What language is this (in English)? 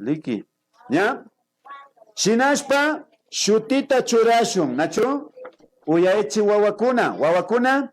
Imbabura Highland Quichua